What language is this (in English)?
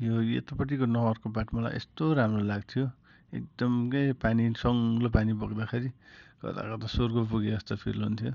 Nepali